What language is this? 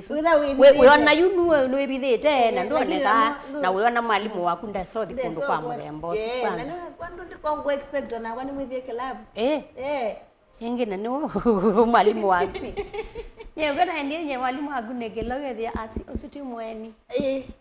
Kamba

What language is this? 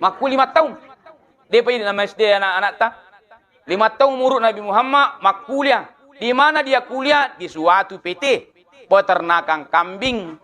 Buginese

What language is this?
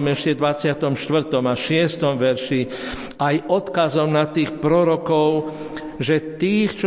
Slovak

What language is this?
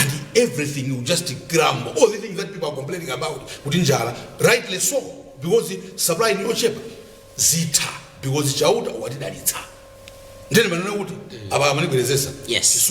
Nyanja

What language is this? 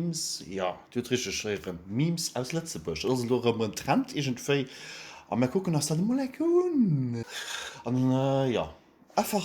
Luxembourgish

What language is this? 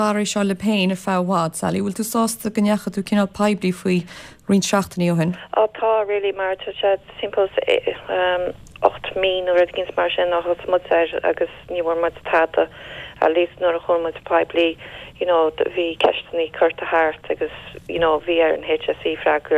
Irish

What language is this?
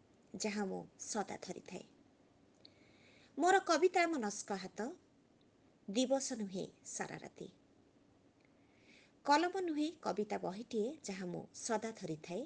Odia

